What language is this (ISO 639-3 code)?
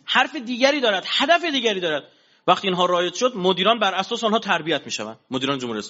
fas